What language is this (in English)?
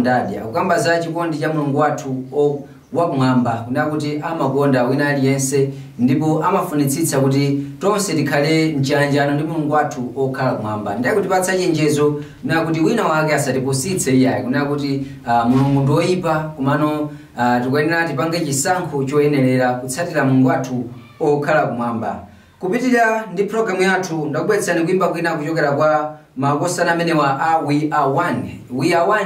Nyanja